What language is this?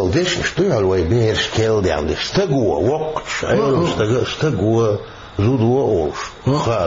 Chechen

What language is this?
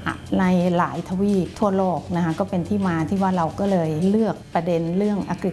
Thai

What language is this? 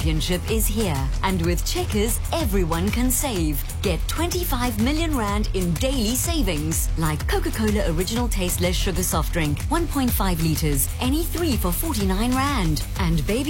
English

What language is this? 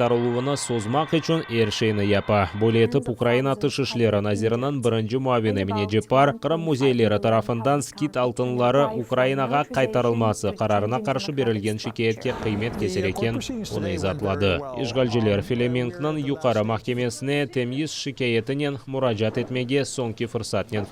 Crimean Tatar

